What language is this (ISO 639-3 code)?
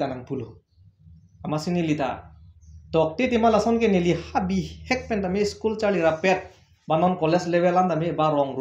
mjw